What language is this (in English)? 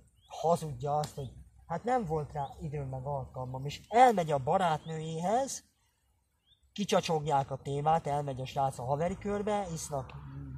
Hungarian